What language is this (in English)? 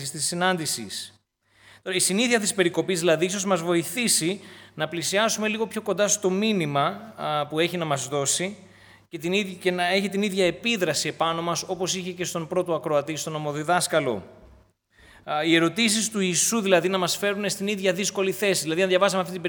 Greek